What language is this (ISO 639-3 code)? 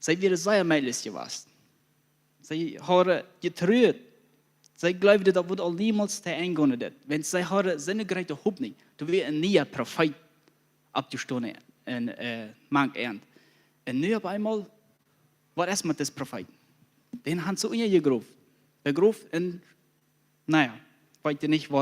pdt